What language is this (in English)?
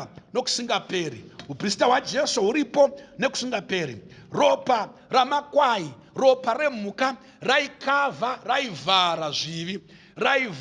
Shona